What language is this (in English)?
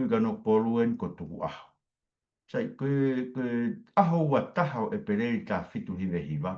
Tongan